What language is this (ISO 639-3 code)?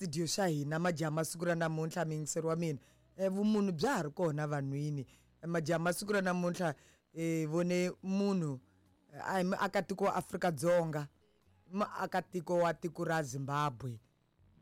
tso